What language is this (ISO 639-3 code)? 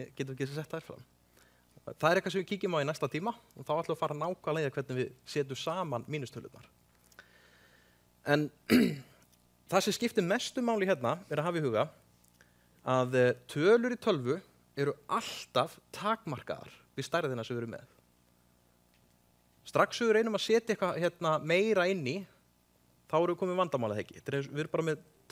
isl